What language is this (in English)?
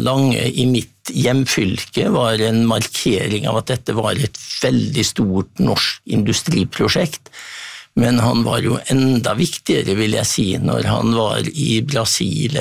Norwegian